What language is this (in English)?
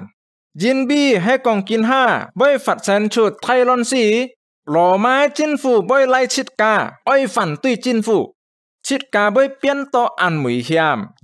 Hakka Chinese